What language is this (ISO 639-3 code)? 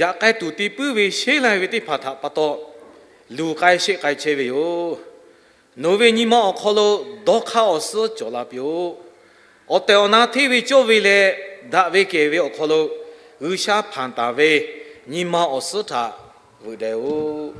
lhu